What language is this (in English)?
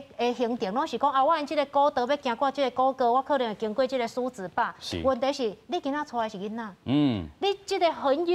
Min Nan Chinese